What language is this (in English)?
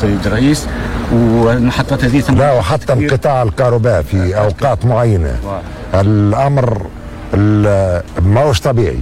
Tunisian Arabic